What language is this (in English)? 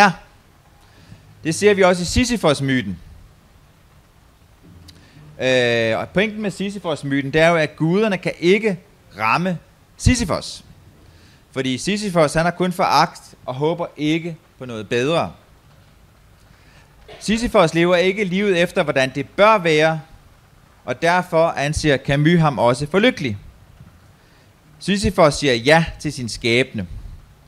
Danish